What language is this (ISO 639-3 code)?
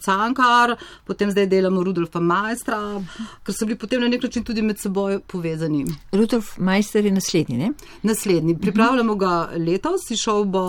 slv